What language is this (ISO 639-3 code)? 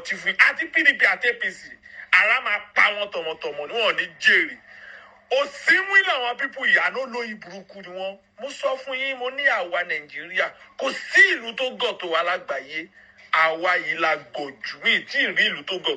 yor